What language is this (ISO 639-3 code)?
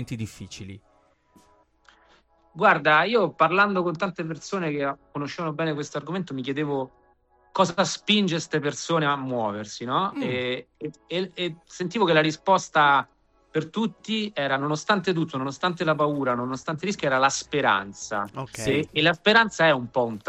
ita